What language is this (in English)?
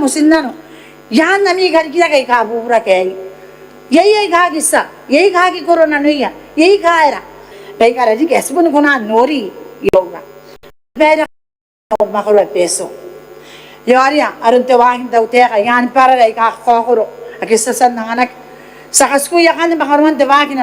Gilbertese